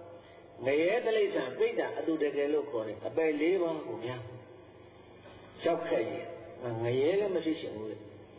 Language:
Burmese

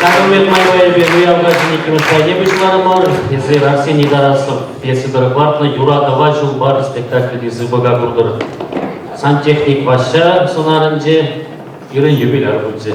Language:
Chuvash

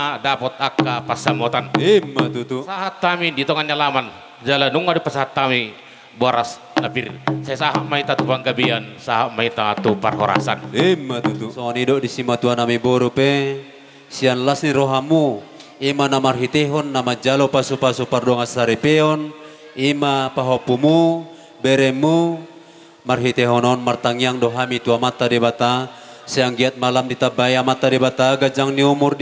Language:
Batak Toba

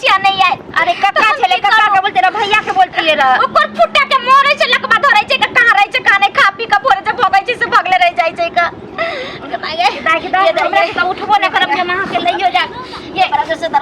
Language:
Maithili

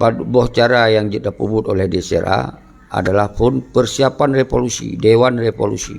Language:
Achinese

